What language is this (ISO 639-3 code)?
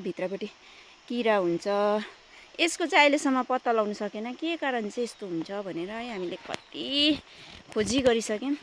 nep